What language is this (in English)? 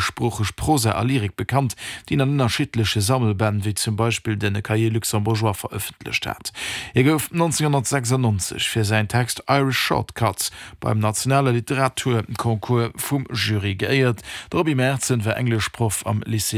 Luxembourgish